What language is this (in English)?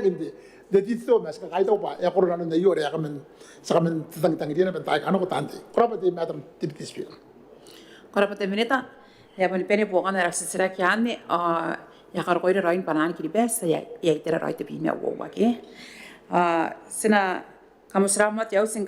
Gilbertese